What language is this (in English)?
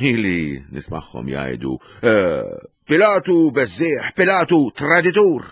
Maltese